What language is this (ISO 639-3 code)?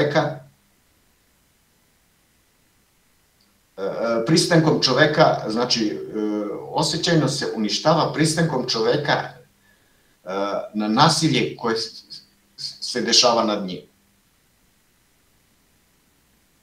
srp